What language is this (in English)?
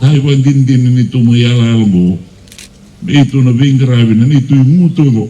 Fijian